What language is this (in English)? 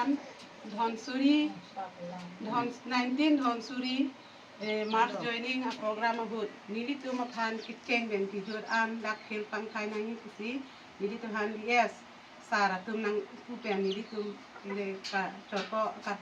Karbi